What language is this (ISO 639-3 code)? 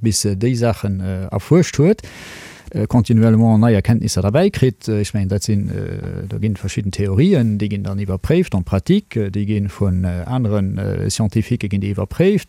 ltz